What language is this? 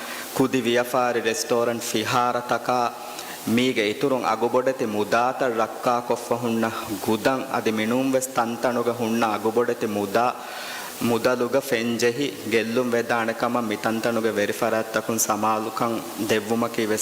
Divehi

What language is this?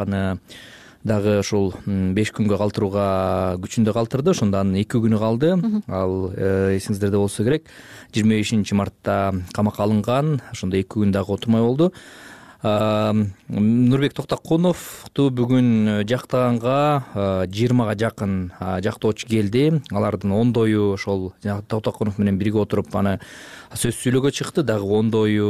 Kyrgyz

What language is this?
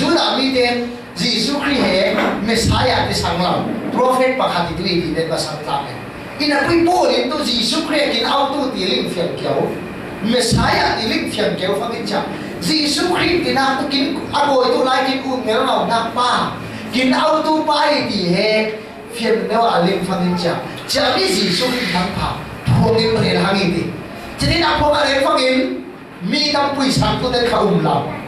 Falam Chin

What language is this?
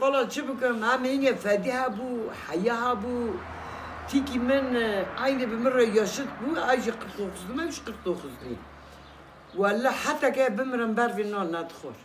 Kurdish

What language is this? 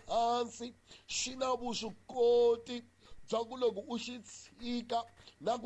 Tsonga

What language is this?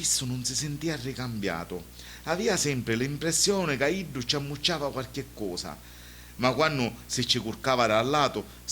Sicilian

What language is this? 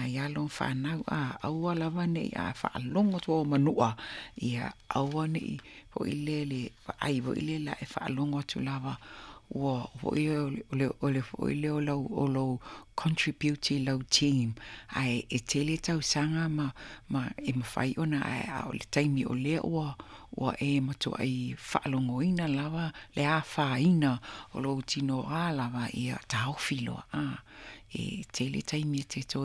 Samoan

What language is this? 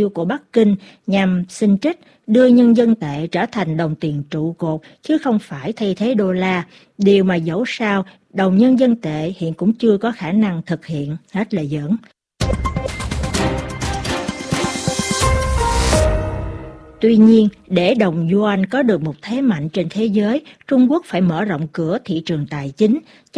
Vietnamese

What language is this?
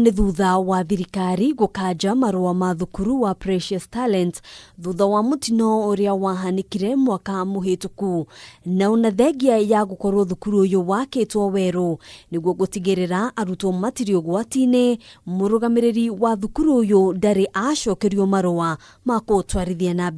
Kikuyu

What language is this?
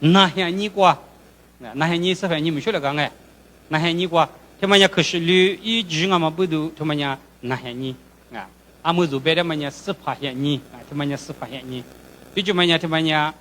Lisu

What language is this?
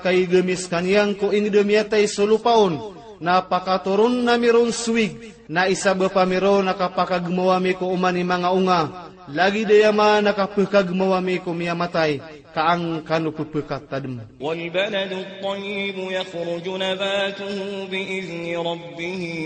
Maranao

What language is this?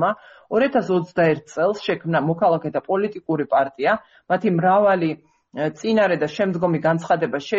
Georgian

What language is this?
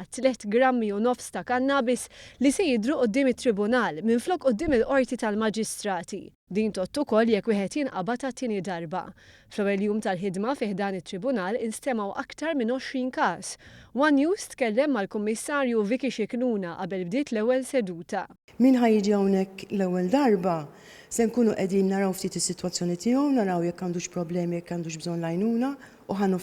Maltese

